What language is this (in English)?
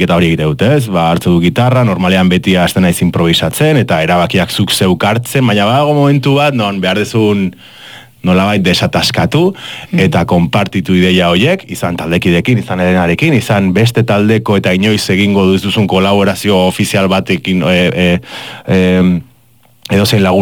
Basque